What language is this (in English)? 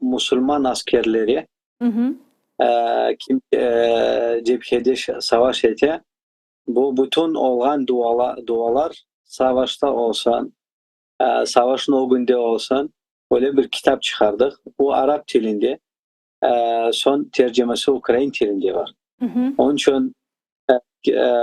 Crimean Tatar